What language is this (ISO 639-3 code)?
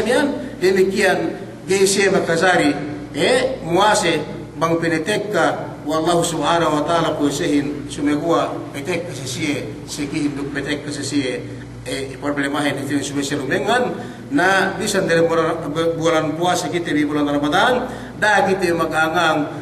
yka